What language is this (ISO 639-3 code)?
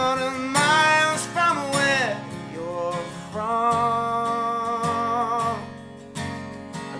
eng